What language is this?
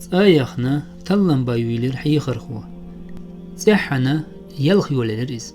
Chechen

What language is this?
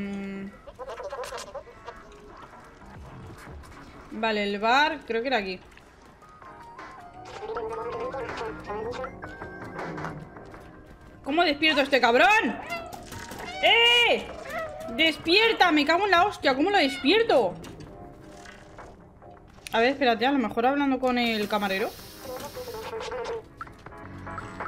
Spanish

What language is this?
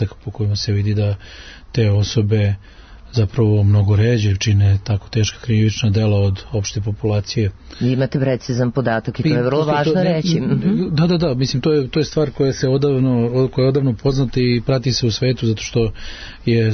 Serbian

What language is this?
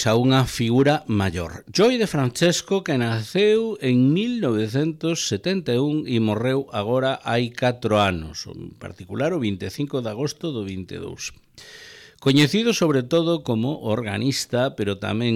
Galician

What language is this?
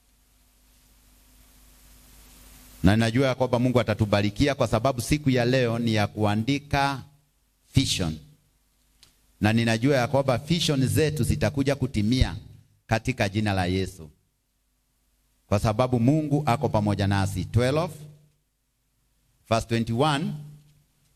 Swahili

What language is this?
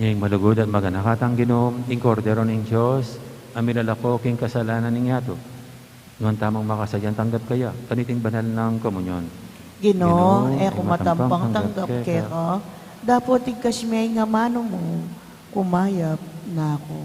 Pampanga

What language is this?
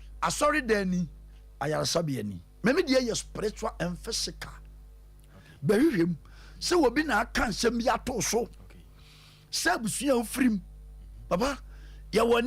Akan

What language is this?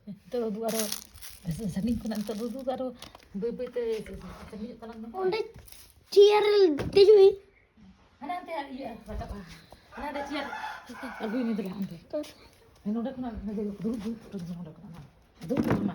Santali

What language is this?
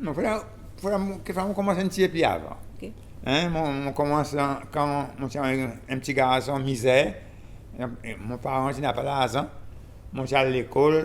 Seselwa Creole French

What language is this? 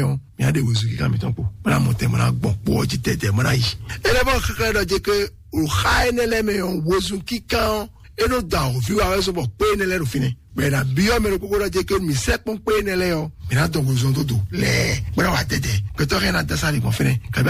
Fon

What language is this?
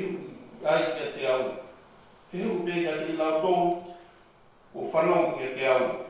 Tongan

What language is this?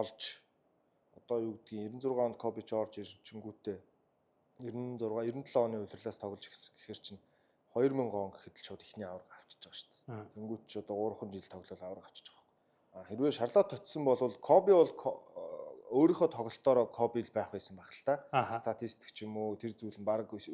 Mongolian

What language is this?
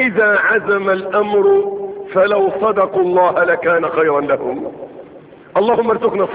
Arabic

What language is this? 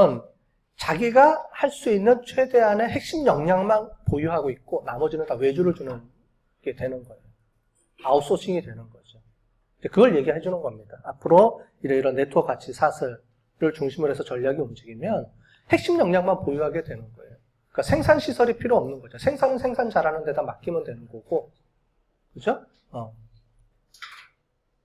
Korean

